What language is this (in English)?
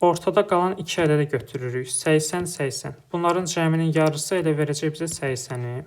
Azerbaijani